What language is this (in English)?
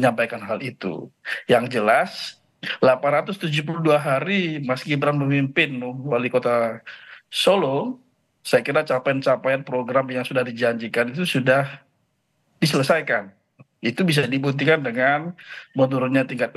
Indonesian